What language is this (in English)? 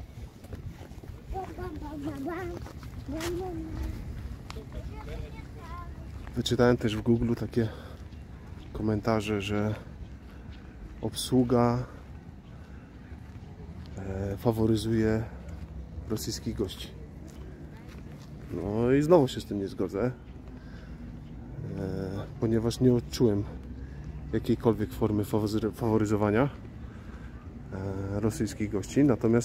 Polish